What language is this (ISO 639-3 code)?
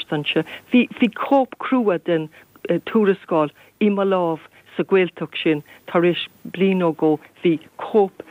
gle